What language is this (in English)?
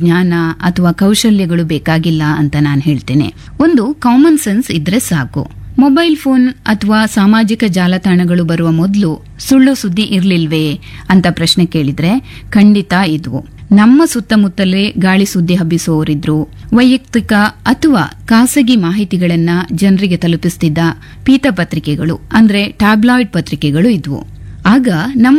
Kannada